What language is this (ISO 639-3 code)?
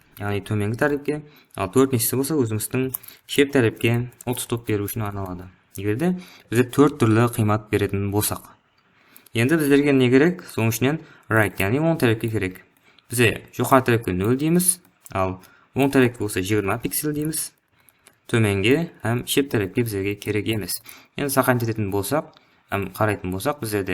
kaa